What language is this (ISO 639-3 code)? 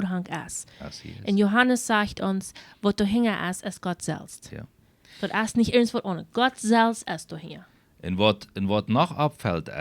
pdt